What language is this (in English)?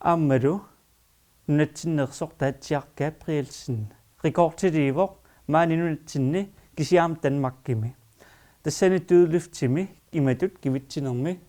Kalaallisut